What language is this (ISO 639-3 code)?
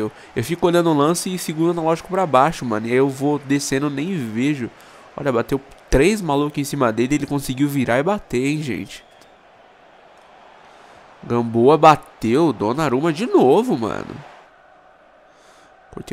por